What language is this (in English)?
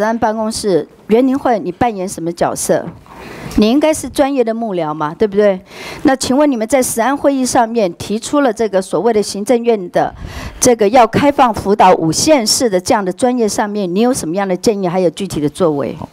Chinese